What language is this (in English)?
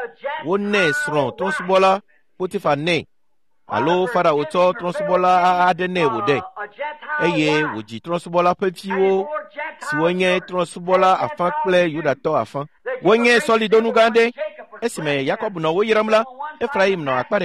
Ewe